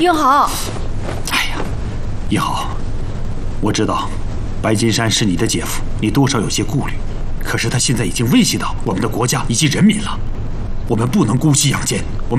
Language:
Chinese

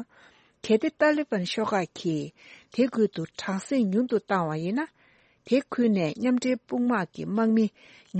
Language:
Tibetan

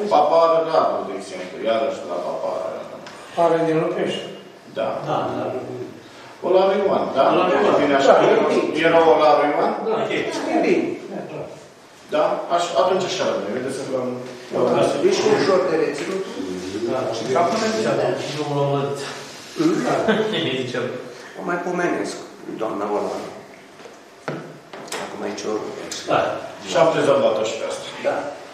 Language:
Romanian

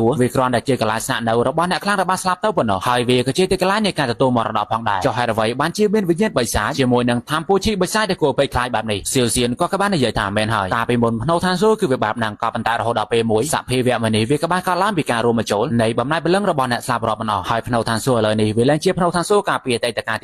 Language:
Khmer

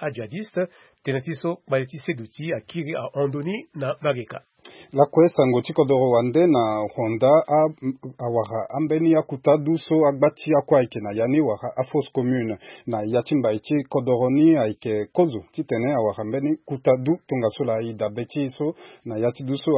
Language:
Sango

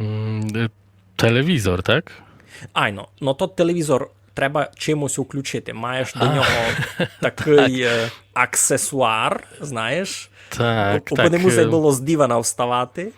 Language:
Rusyn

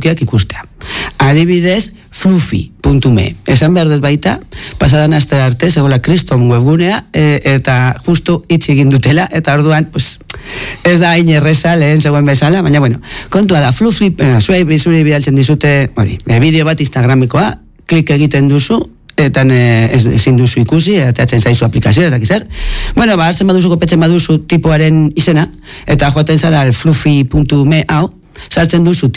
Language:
Basque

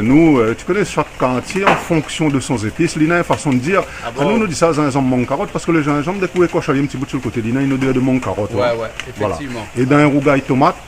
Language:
Réunion Creole French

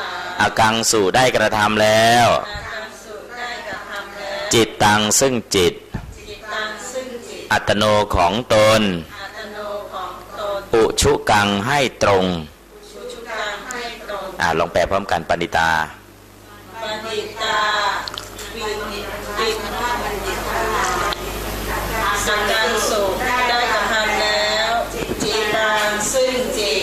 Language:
Thai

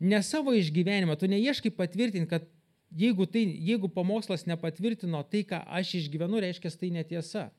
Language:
Lithuanian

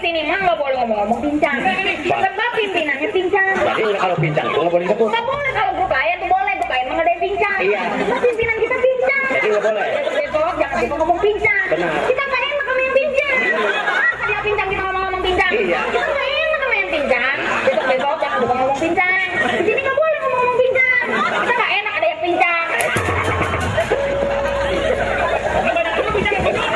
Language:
Betawi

